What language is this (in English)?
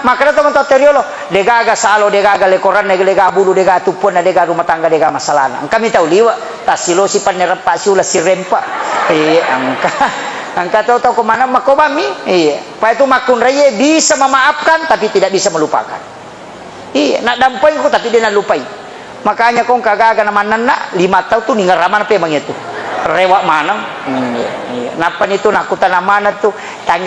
Buginese